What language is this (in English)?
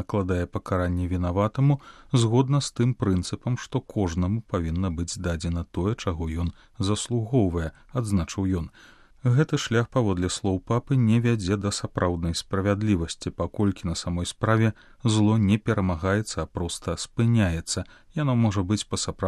Belarusian